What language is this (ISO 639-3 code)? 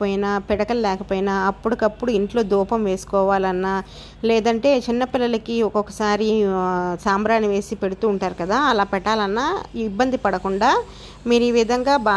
tel